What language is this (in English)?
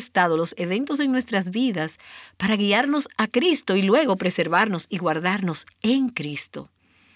Spanish